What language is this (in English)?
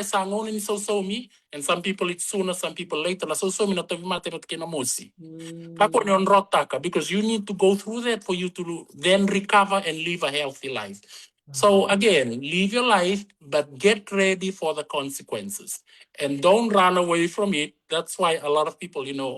Fijian